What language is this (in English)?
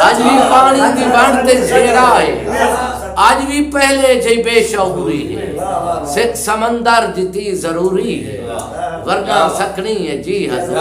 Saraiki